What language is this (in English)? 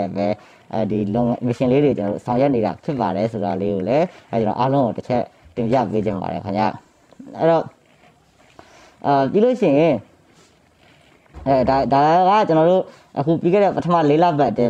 Burmese